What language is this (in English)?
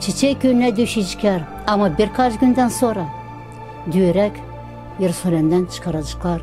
Gagauz